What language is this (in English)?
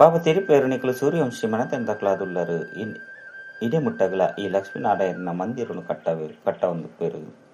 Tulu